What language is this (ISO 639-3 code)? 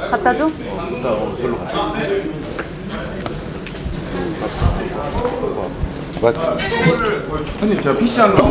kor